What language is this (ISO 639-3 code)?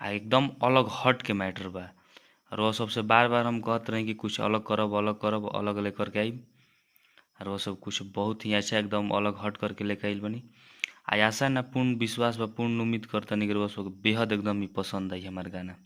bho